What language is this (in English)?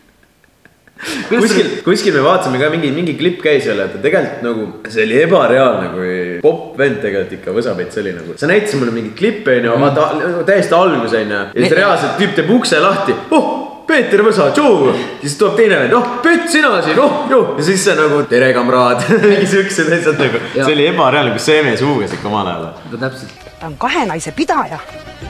Estonian